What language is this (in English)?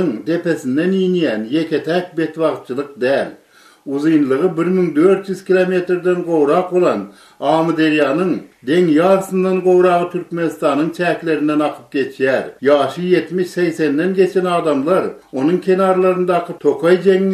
Turkmen